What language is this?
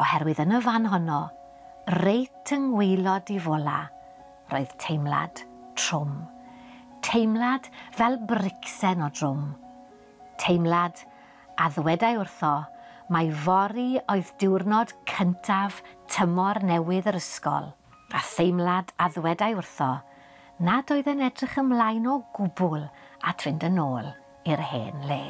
Welsh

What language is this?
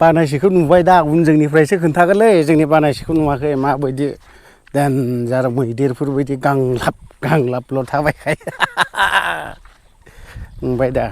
Bodo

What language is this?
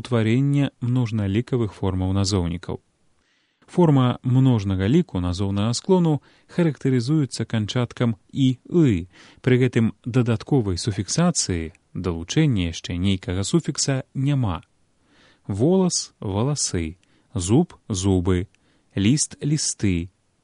Belarusian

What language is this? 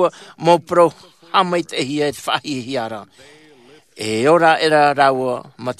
Tahitian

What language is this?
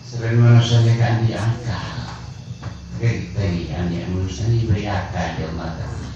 Madurese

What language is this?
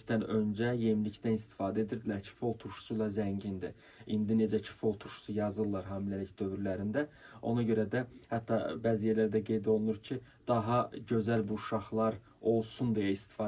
Azerbaijani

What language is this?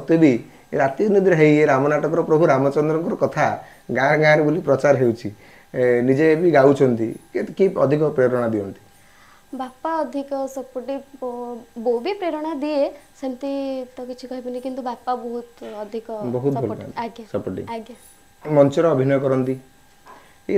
Odia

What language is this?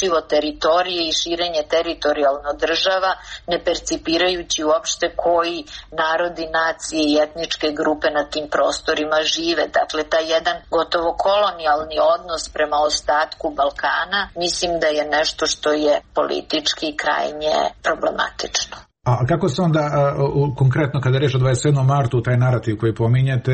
Serbian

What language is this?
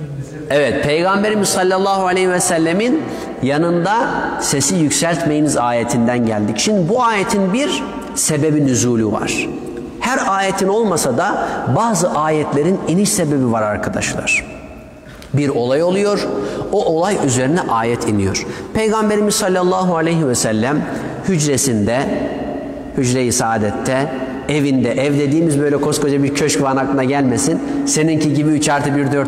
Turkish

